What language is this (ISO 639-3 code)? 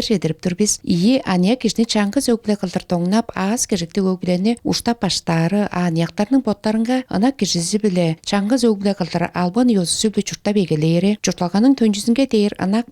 tyv